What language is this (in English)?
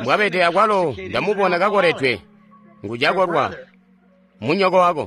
Tonga (Zambia)